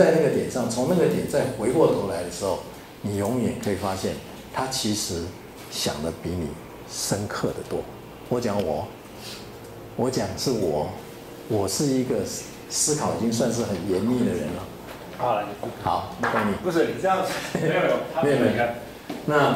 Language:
Chinese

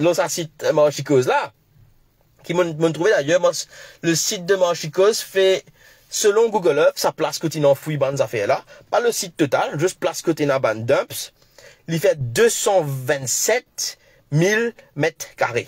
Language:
Morisyen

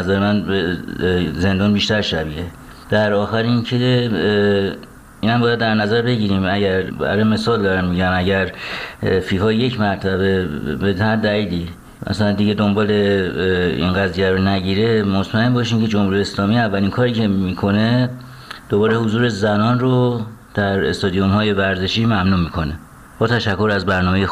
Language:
Persian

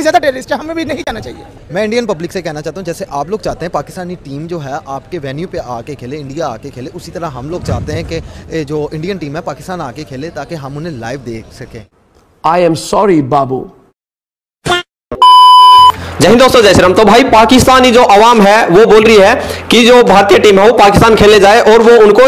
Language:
Hindi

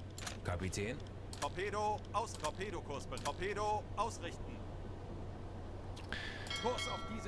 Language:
German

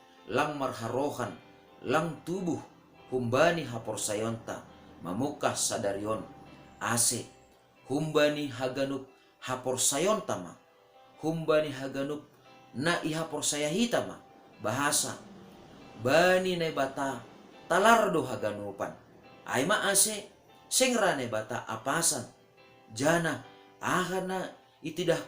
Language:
Batak Simalungun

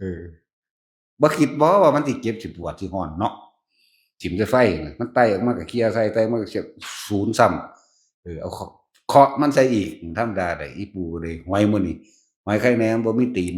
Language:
Northeastern Thai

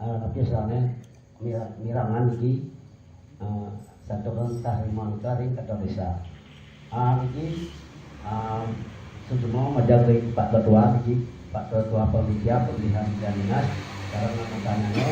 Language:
Balinese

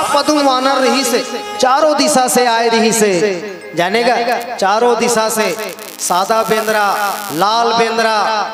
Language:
Chhattisgarhi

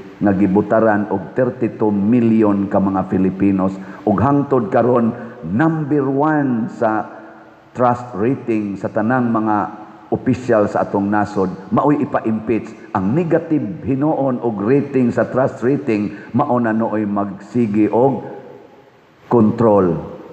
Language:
Cebuano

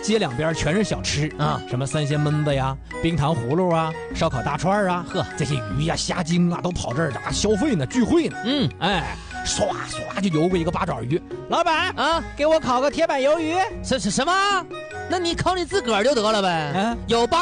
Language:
Chinese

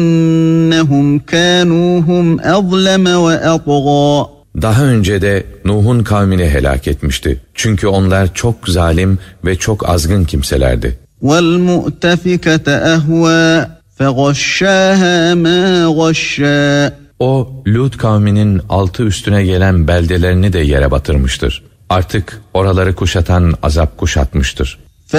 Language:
Turkish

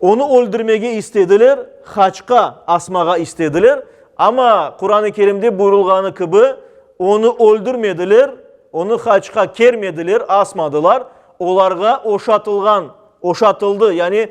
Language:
Crimean Tatar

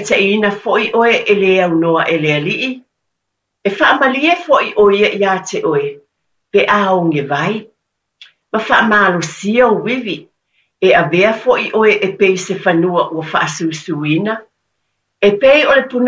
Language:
Samoan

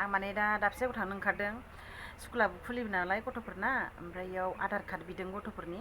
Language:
Bodo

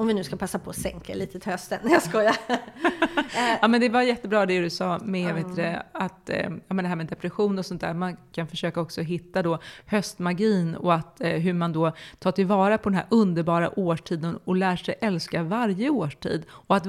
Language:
Swedish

